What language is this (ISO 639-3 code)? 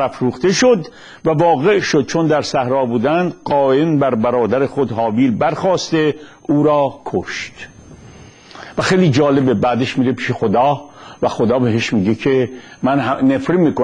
fas